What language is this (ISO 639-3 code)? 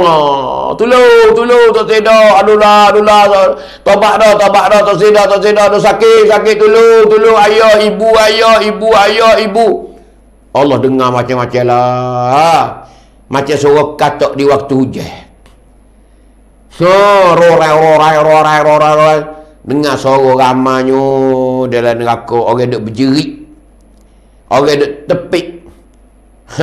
msa